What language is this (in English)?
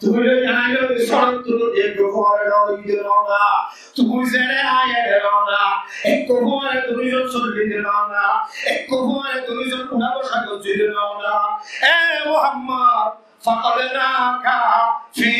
Rohingya